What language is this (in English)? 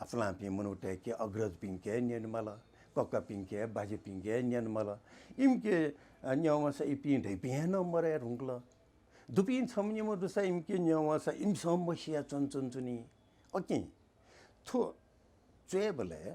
Newari